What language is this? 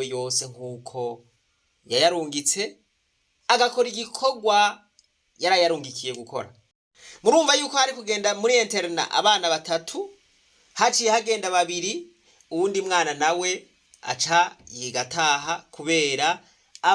Rundi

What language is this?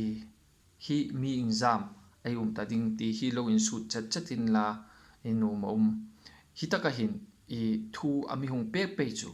Hmar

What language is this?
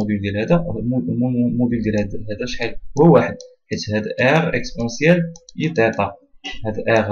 Moroccan Arabic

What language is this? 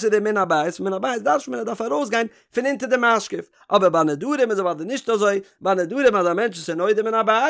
Yiddish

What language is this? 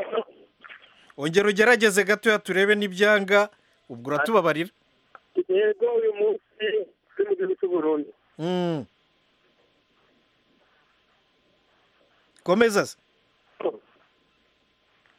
Kinyarwanda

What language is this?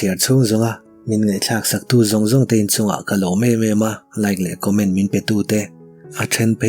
Mizo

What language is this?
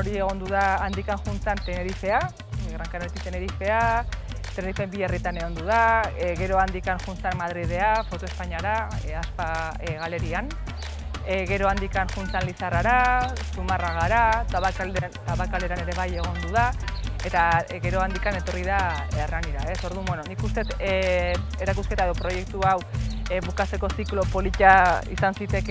Basque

